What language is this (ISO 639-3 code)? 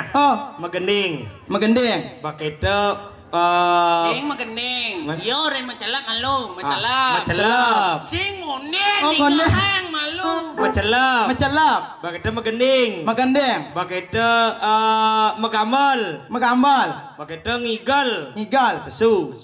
ban